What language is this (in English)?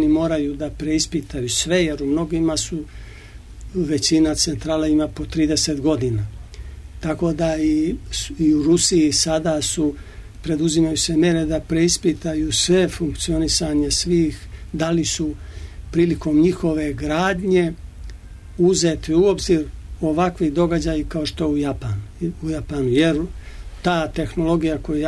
Serbian